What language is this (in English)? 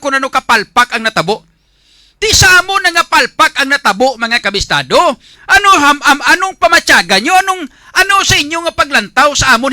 Hiligaynon